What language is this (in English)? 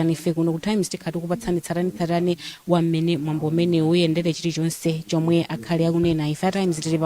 Nyanja